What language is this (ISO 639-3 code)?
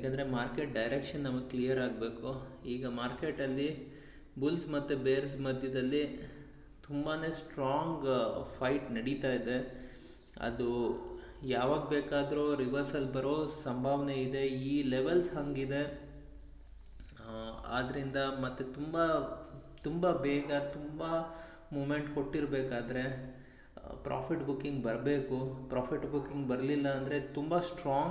kan